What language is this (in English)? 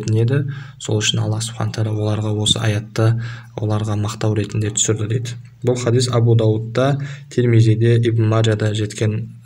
Kazakh